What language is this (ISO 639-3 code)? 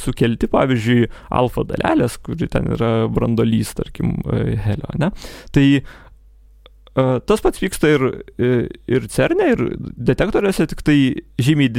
lit